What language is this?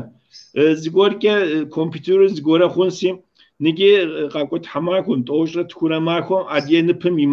Kabardian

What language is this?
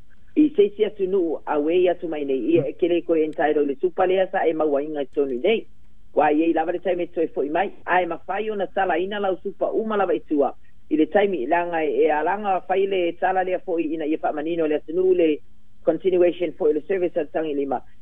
Samoan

